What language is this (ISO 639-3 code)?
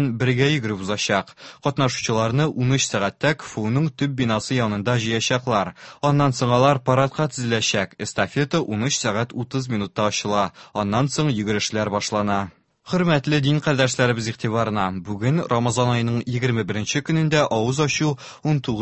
tat